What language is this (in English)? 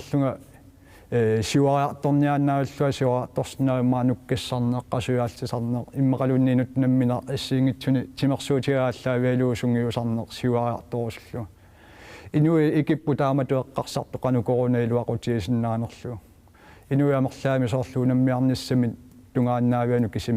Kalaallisut